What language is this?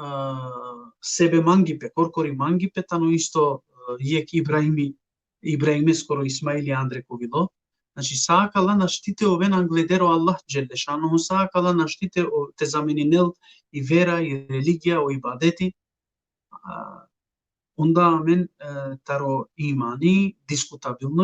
Balkan Romani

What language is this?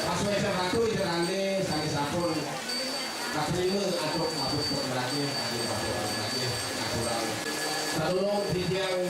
Balinese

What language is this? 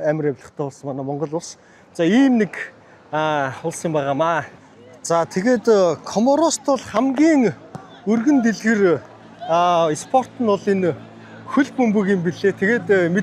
Mongolian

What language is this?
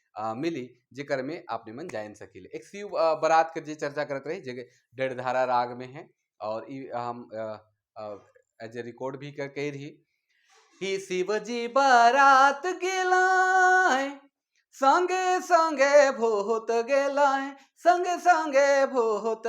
Sadri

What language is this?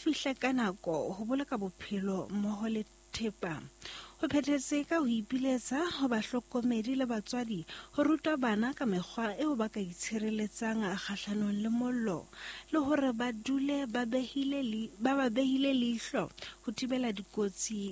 Southern Sotho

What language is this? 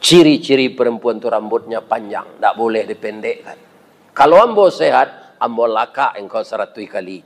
Minangkabau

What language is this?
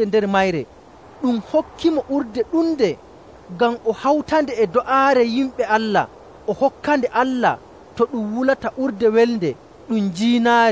Nigerian Fulfulde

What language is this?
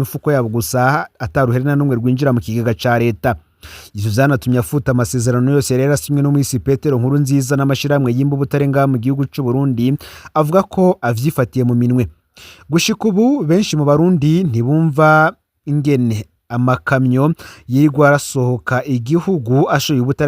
Rundi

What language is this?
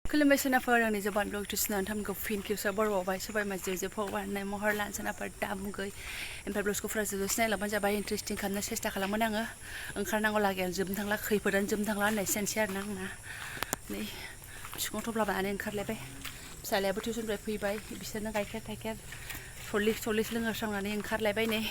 Bodo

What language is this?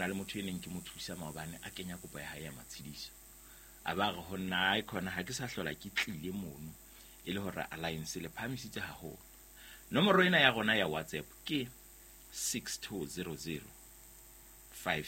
Southern Sotho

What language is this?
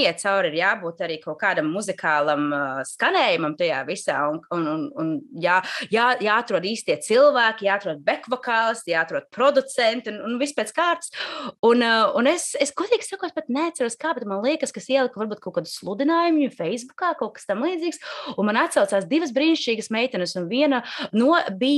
Latvian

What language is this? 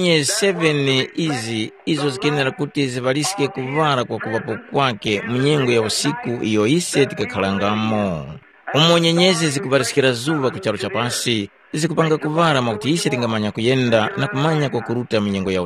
Tumbuka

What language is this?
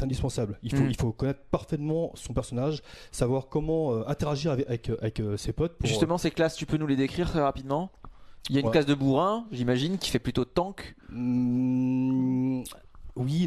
French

